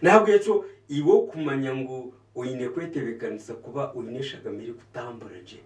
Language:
Nyankole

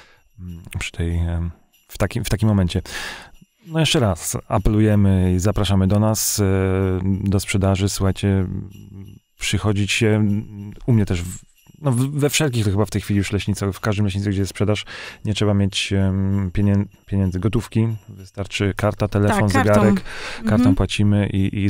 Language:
Polish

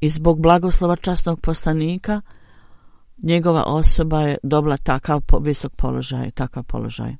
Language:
Bosnian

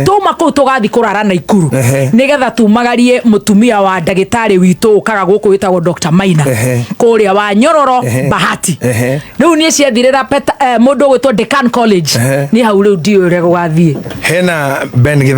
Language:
Kikuyu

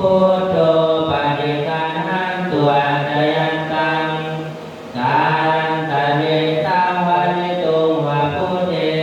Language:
Pali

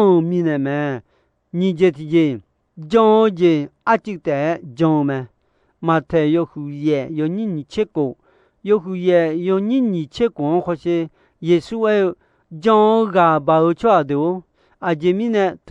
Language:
Akha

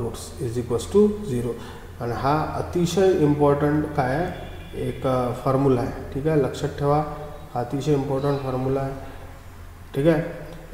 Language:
Marathi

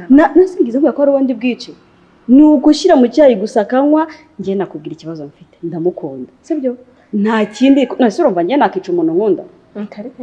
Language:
Kinyarwanda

